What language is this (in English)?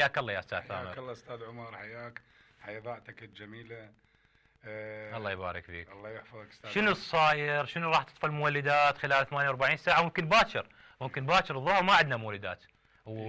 Mesopotamian Arabic